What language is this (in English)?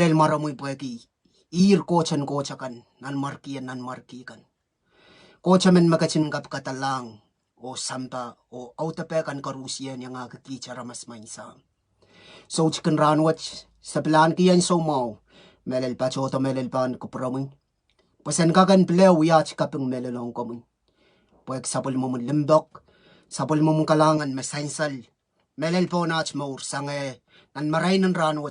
Pohnpeian